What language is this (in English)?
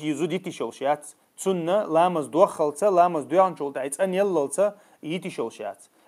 Chechen